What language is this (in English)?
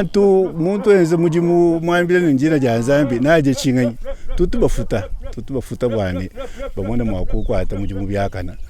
Luba-Lulua